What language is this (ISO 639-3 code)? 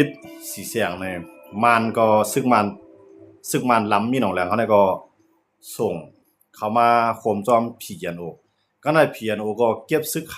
shn